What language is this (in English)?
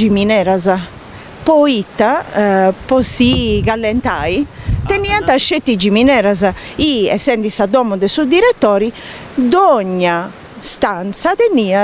Sardinian